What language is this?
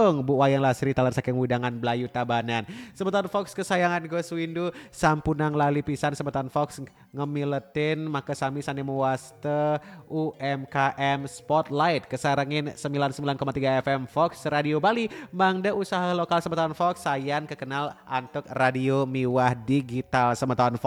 Balinese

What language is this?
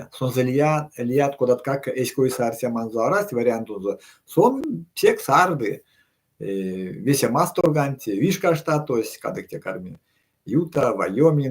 Erzya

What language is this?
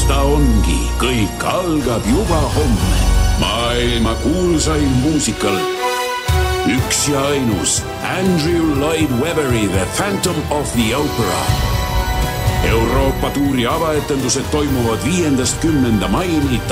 Estonian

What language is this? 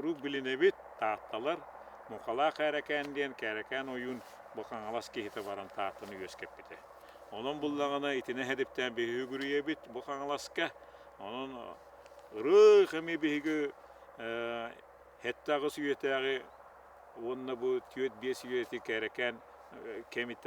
Yakut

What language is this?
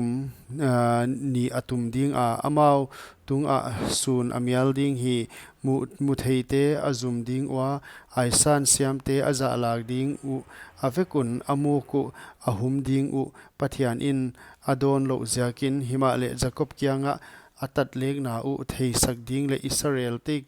Paite Chin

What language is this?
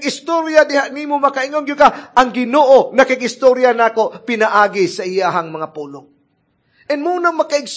Cebuano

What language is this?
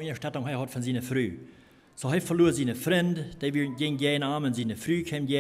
Plautdietsch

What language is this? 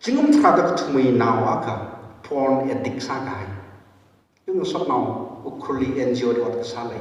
Tangkhul Naga (India)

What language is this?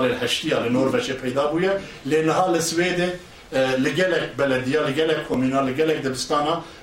Kurdish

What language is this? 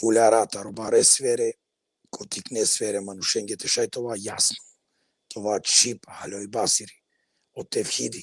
Balkan Romani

